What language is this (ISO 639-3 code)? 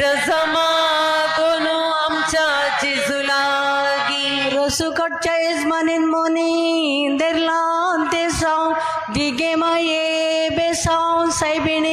kok